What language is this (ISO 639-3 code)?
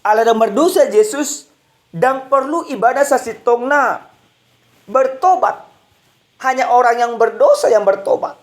bbc